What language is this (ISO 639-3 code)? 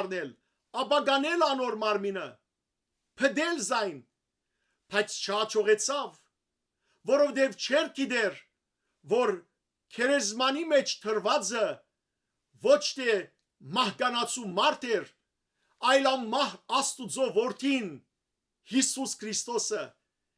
hyw